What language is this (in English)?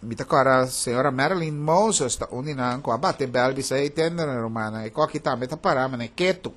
Papiamento